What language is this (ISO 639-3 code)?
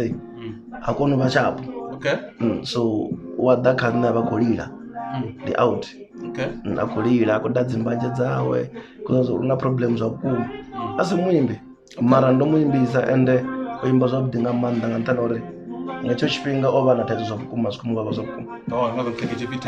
ven